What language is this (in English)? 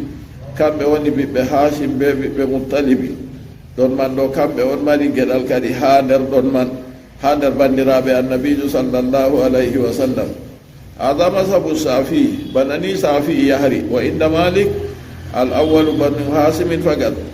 Fula